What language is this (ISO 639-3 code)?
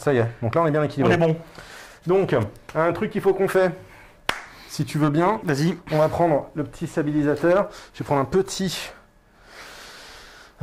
fra